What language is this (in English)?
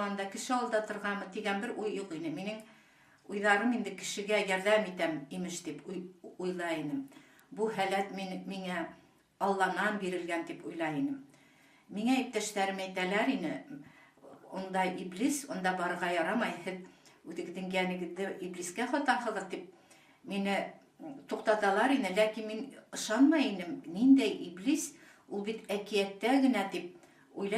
Bashkir